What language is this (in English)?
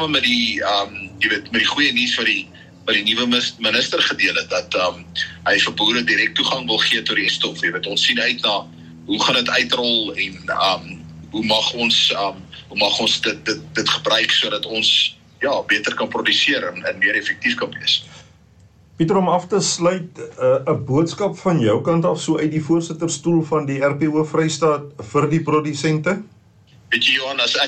Afrikaans